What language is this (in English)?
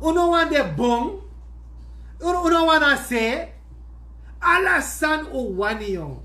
Sranan Tongo